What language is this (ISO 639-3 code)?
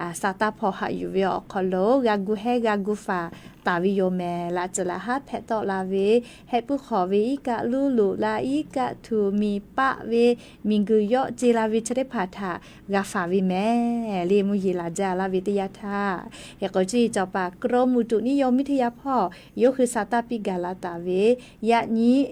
lhu